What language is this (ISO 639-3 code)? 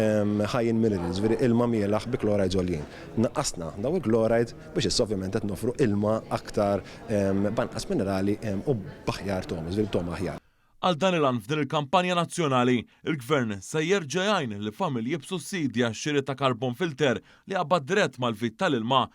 mlt